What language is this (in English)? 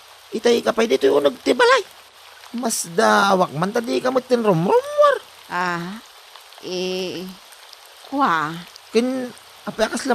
Iloko